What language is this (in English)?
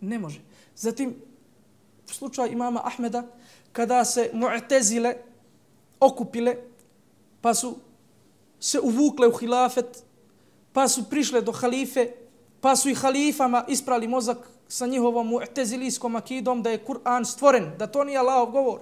Bosnian